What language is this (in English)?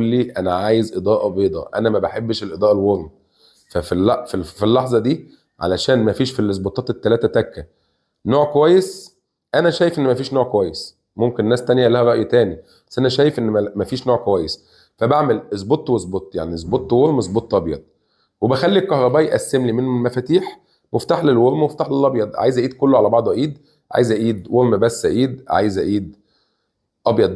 Egyptian Arabic